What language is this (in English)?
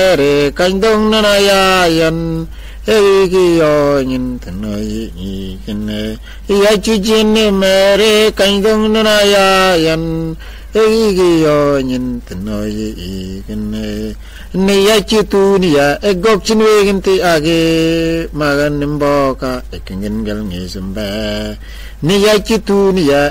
Mabaan